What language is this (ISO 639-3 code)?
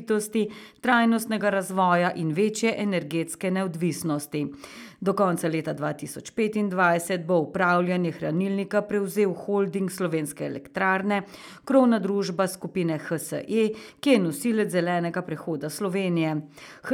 slv